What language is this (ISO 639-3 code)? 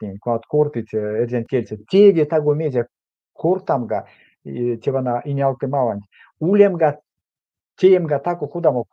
myv